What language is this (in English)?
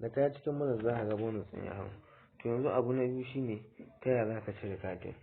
Hausa